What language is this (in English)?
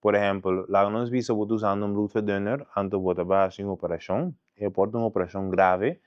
Papiamento